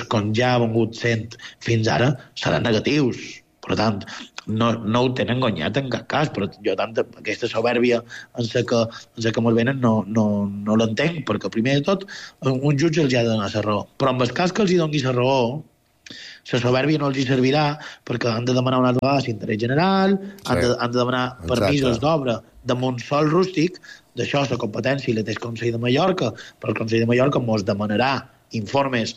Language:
Catalan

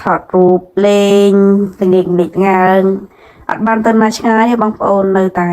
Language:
Khmer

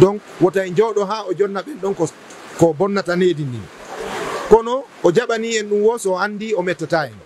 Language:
Fula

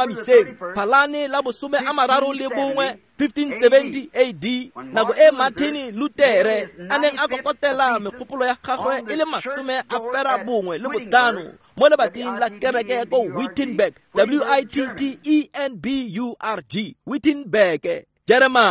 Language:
Tswana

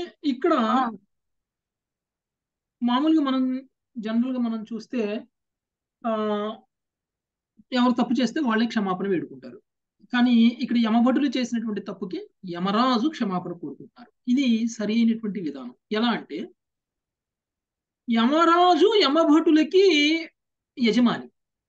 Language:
Telugu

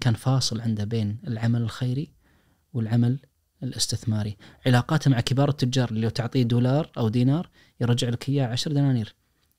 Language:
Najdi Arabic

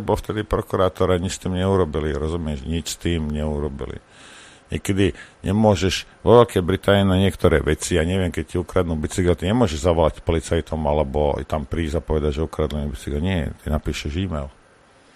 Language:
Slovak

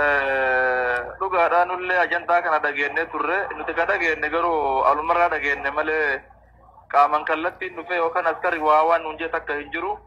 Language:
Oromo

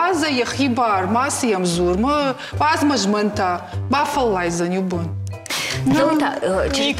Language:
Ossetic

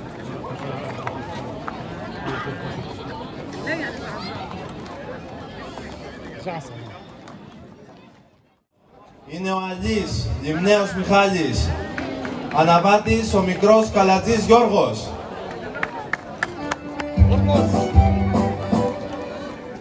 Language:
Greek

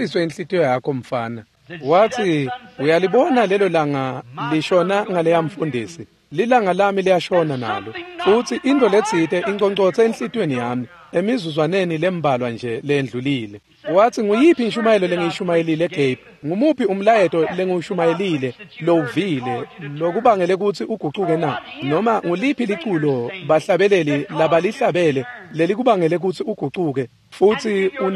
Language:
Swati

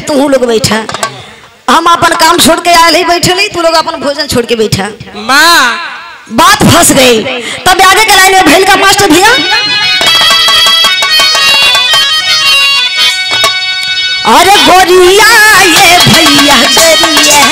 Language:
Bhojpuri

